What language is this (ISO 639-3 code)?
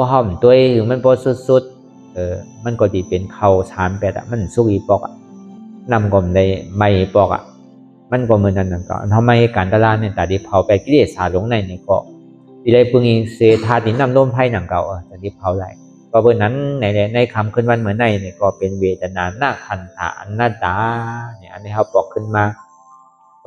shn